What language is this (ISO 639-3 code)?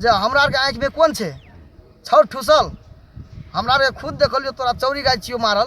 mai